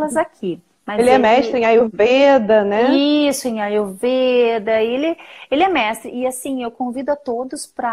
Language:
Portuguese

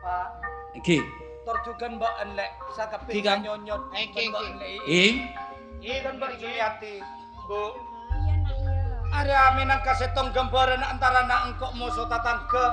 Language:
Madurese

